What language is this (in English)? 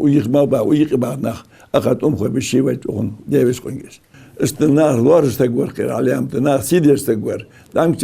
Ingush